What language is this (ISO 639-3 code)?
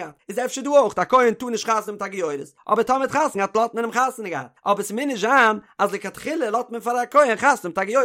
yid